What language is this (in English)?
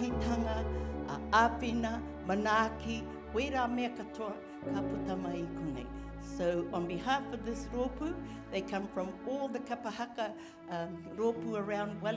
Māori